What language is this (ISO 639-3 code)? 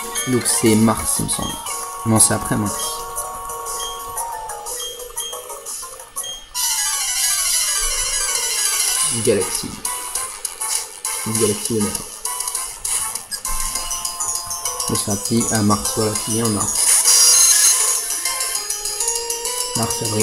fra